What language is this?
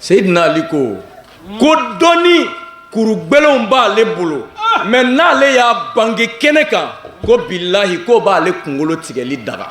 Bambara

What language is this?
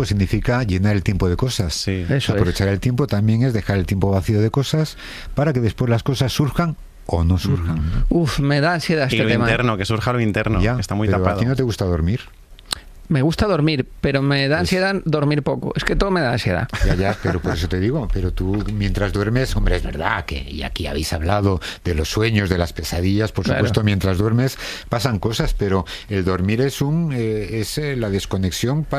Spanish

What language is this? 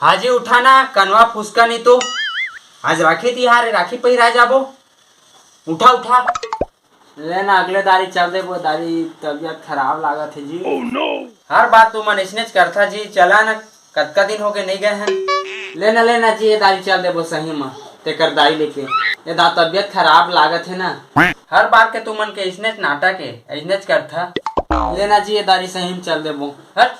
Chhattisgarhi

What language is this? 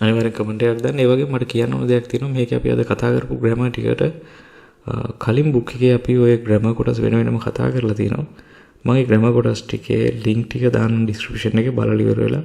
Sinhala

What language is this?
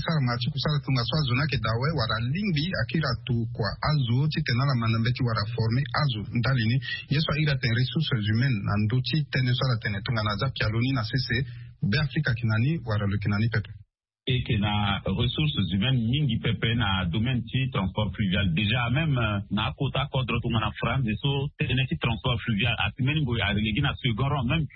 Sango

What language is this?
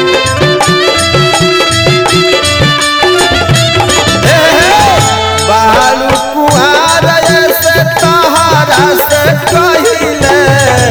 Bhojpuri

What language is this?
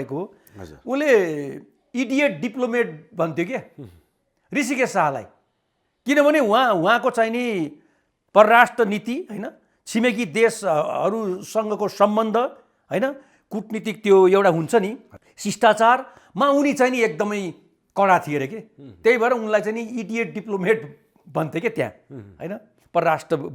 Nepali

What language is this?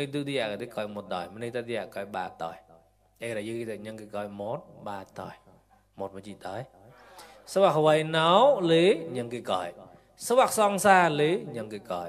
Mon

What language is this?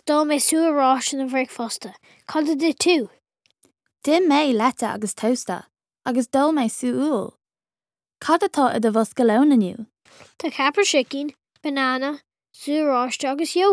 Irish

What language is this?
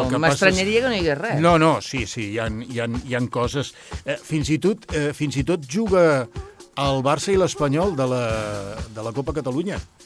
Catalan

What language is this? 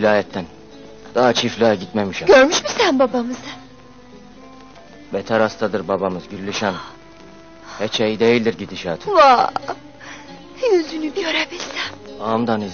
Turkish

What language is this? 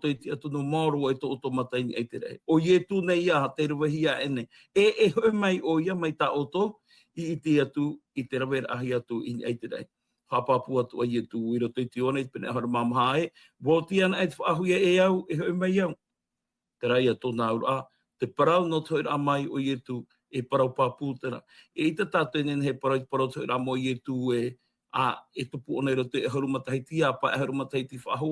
Tahitian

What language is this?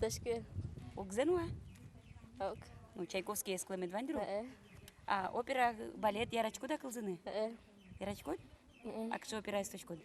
Udmurt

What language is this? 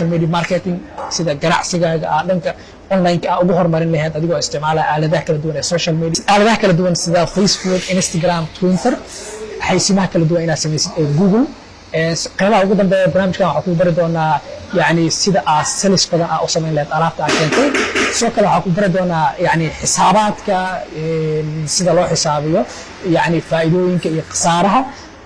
Somali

